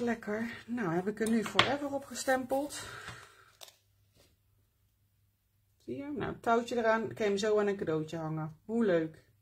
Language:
Dutch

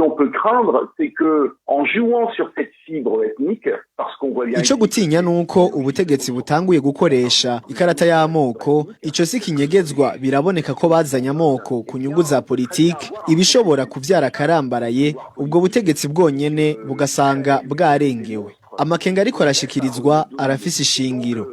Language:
Rundi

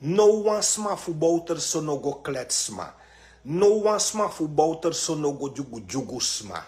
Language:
Sranan Tongo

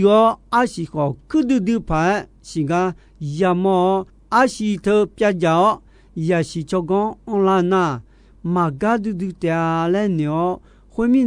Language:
Akha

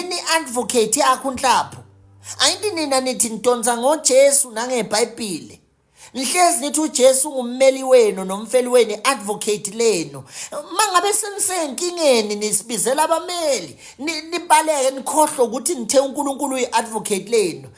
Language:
Zulu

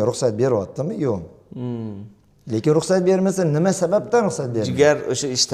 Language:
Uzbek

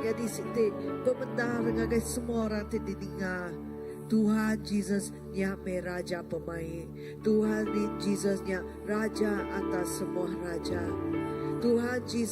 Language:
Iban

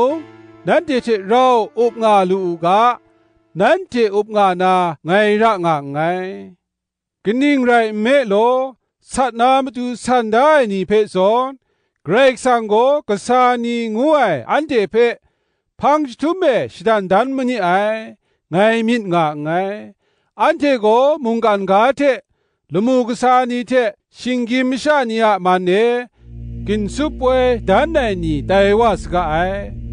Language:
Kachin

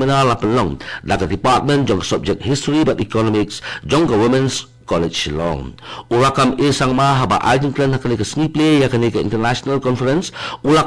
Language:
Khasi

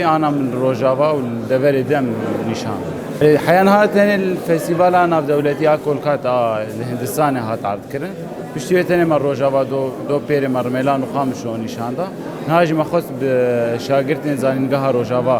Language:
Kurdish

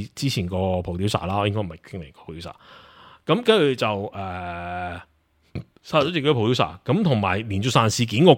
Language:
Cantonese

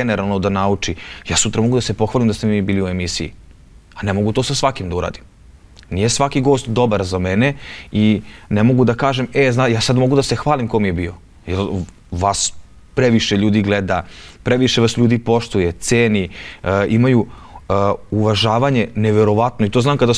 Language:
Serbian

